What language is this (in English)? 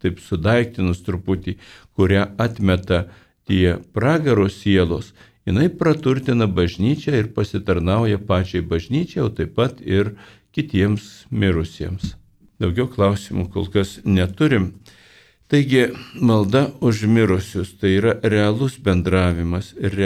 Lithuanian